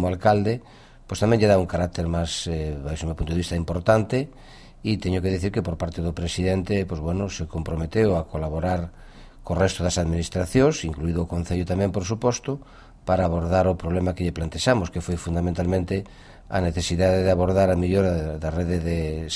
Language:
Galician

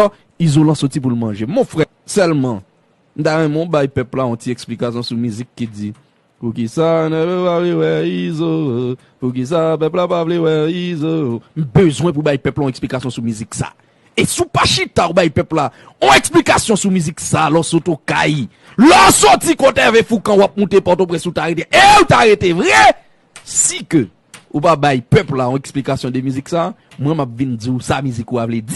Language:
Haitian Creole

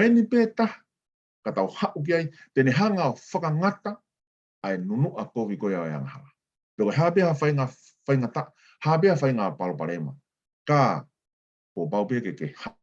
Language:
Tongan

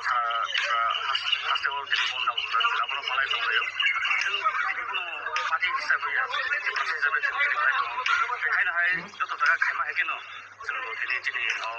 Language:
Kok Borok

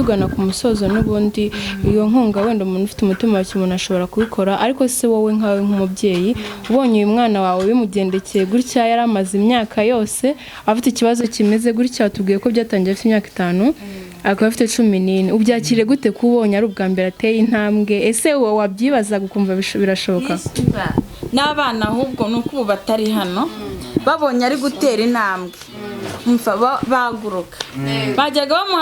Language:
Kinyarwanda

